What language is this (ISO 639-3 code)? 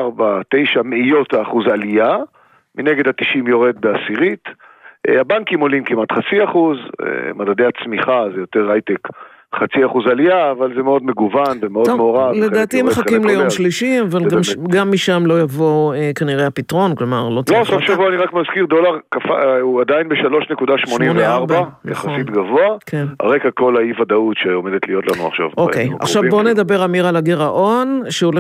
heb